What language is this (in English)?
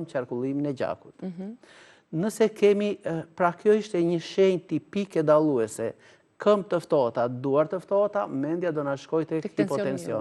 Albanian